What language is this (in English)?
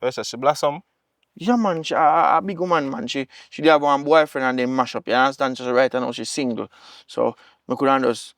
Jamaican Creole English